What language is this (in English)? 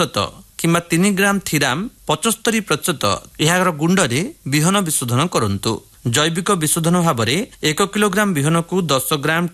Odia